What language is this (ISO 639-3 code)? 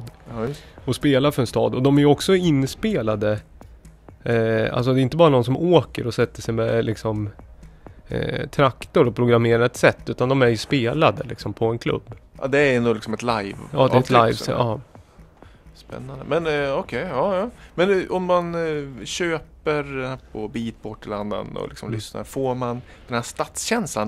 swe